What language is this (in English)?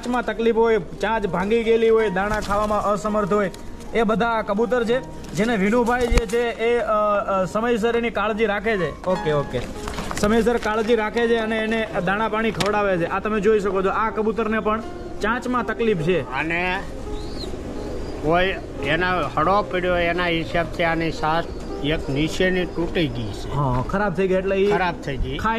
Gujarati